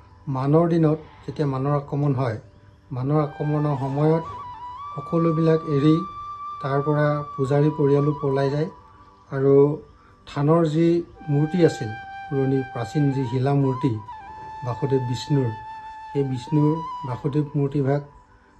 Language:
Assamese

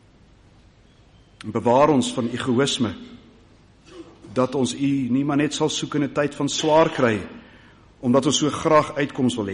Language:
Afrikaans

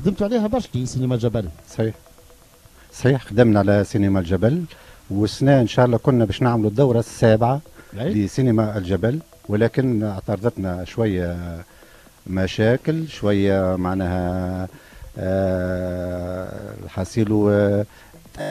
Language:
Tunisian Arabic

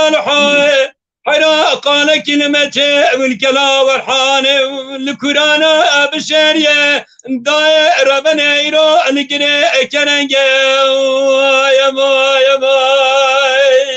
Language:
Kurdish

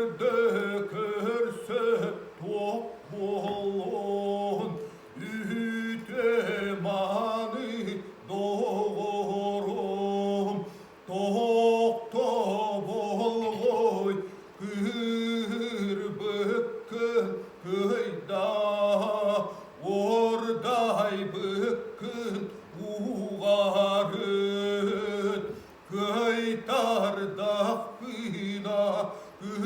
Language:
Yakut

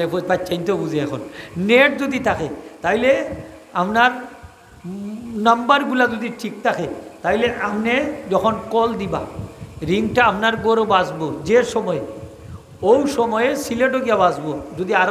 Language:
Sylheti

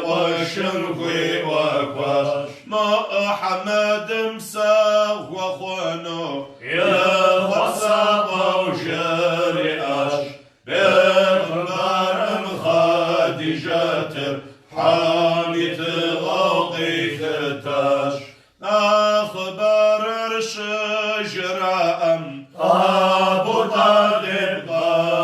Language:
Kabardian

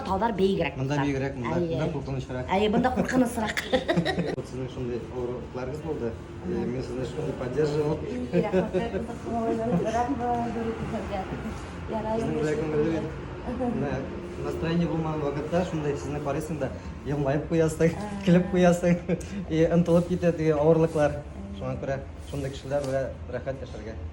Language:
Bashkir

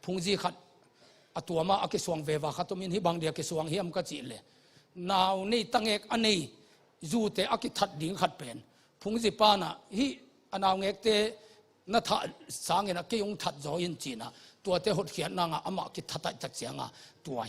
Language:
Tedim Chin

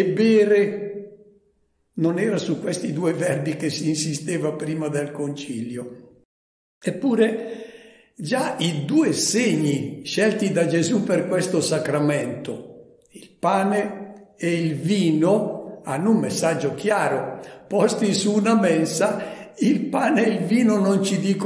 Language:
Italian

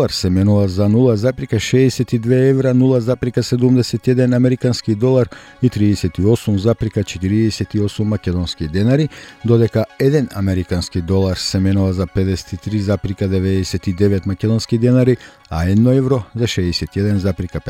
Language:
Macedonian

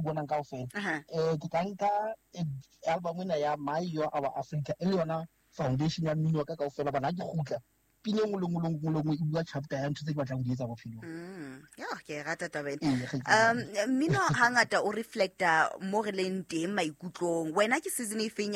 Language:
Southern Sotho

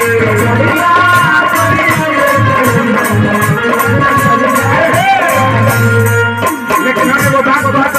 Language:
Bhojpuri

